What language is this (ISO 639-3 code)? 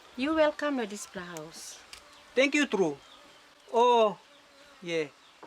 tpi